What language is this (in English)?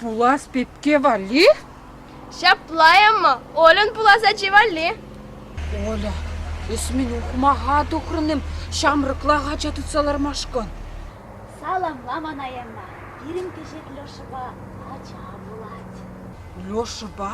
Chuvash